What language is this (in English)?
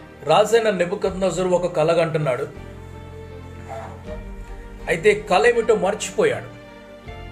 Telugu